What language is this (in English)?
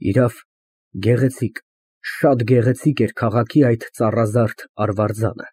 Armenian